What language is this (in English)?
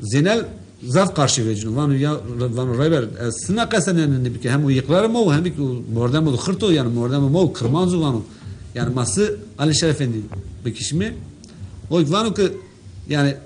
Zaza